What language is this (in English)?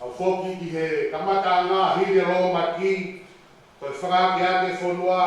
Tongan